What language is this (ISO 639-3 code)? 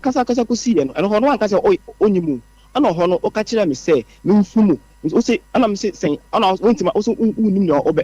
aka